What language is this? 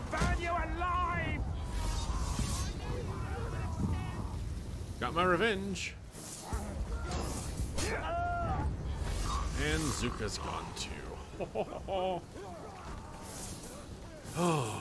English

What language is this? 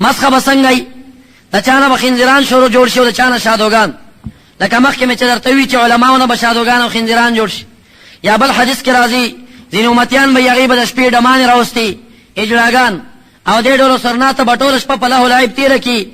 Pashto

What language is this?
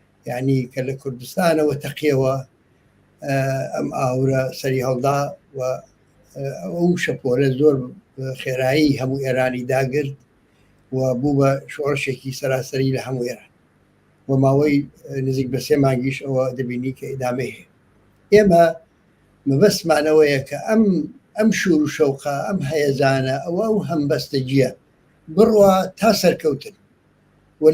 Central Kurdish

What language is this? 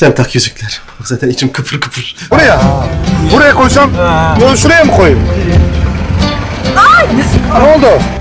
Turkish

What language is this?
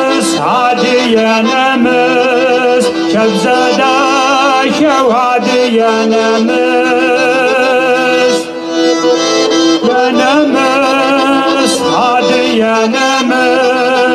Kabardian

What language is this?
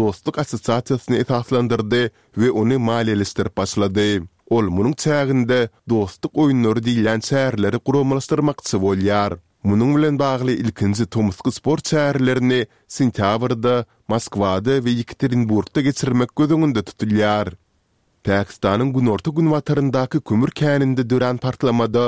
Turkmen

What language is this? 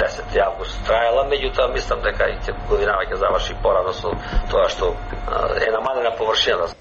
Macedonian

